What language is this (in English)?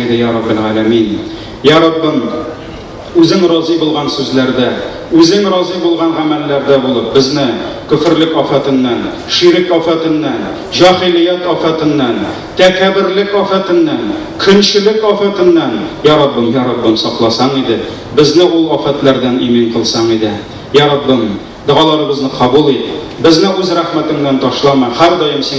Tatar